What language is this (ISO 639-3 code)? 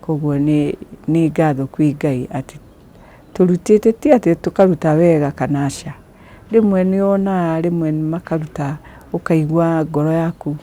kik